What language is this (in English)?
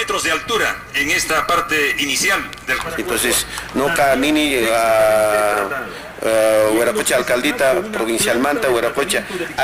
Quechua